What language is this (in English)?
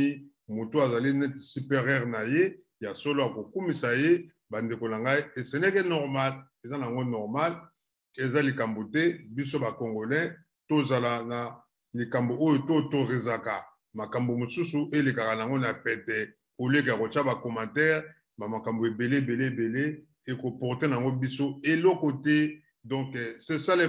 Lingala